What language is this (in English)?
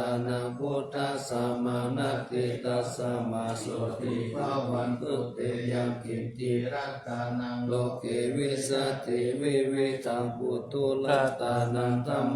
Pali